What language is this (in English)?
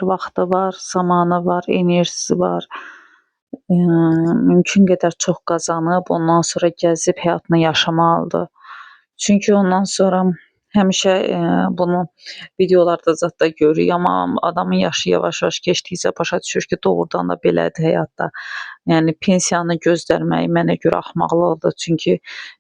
Azerbaijani